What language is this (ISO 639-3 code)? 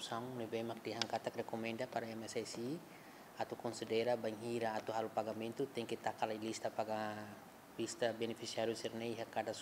tet